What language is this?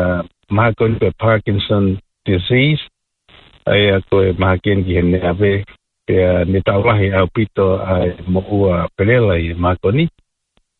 Tongan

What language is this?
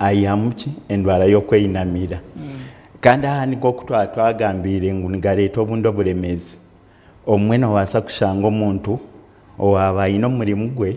Nyankole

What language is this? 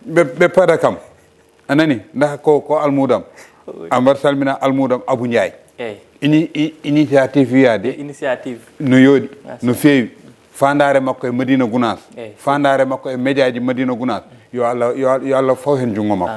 Fula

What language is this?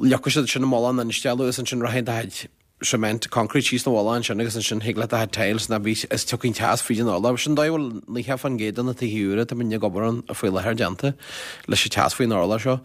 Irish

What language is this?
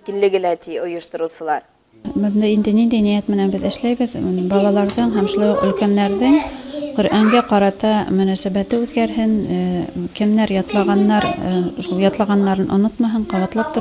Bashkir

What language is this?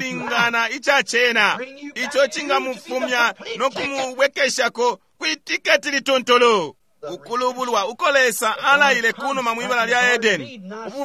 Bemba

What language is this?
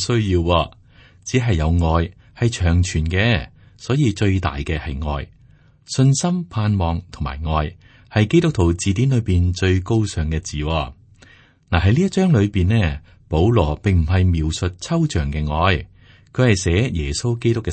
Cantonese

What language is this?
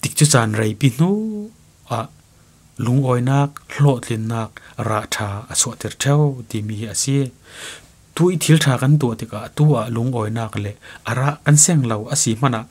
Falam Chin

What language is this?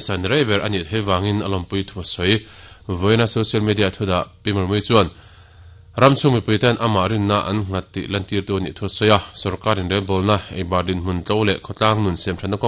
Mizo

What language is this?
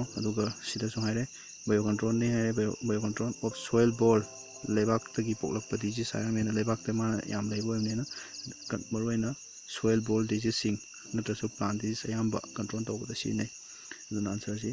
Manipuri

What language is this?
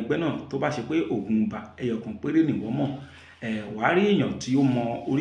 Yoruba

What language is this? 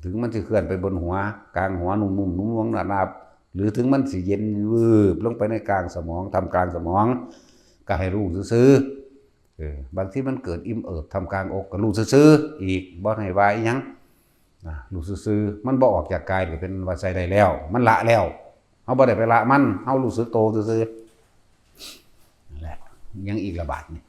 Lao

